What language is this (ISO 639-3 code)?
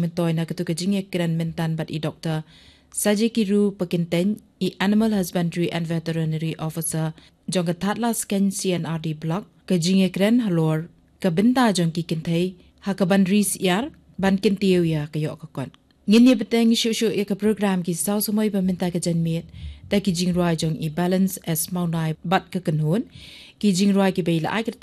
kha